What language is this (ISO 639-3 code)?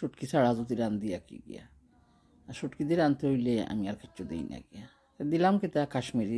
syl